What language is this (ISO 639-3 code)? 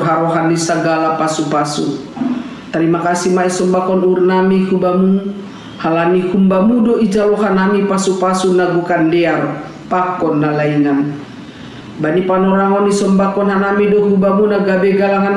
bts